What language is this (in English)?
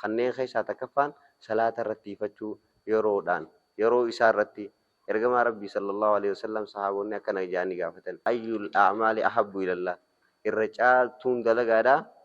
Oromo